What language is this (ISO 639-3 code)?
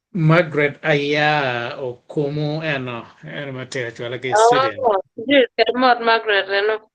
ach